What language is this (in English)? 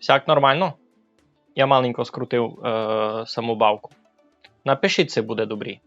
Rusyn